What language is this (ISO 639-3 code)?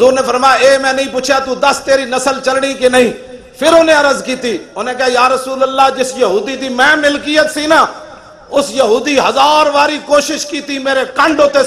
lah